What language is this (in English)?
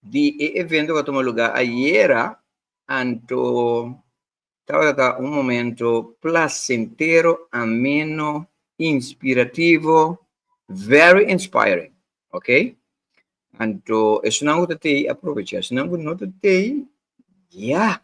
Papiamento